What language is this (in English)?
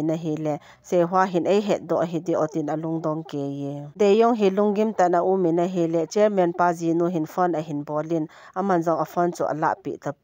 Thado Chin